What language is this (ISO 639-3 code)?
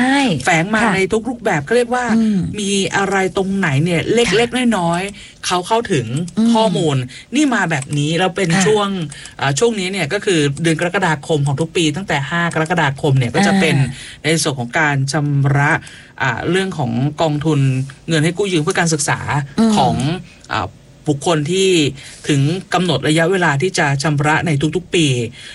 tha